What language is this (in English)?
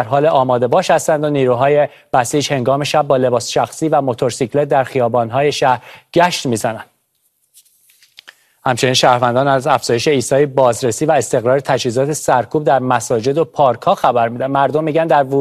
Persian